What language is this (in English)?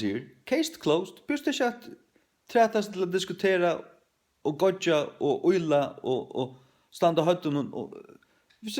Faroese